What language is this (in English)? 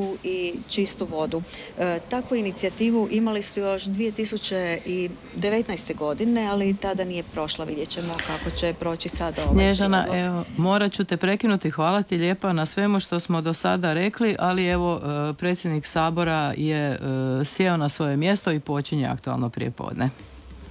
Croatian